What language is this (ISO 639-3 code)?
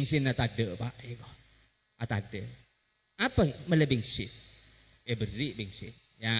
mad